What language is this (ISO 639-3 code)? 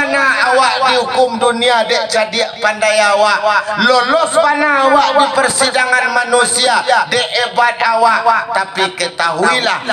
min